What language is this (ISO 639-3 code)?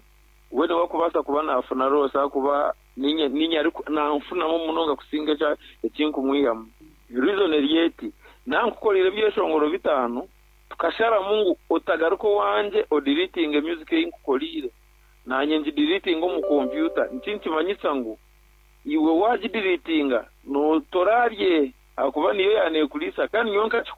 nyn